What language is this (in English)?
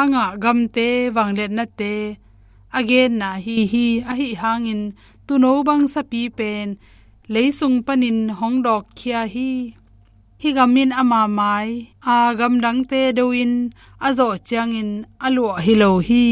Tedim Chin